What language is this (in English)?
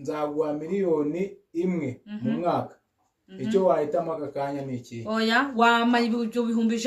Kinyarwanda